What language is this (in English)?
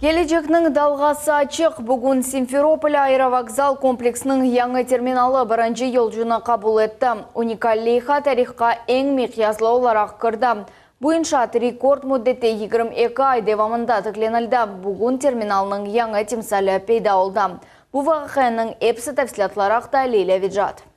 Crimean Tatar